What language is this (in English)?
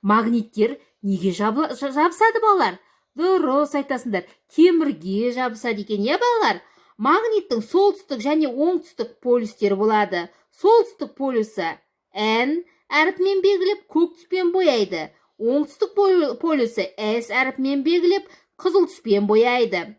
Kazakh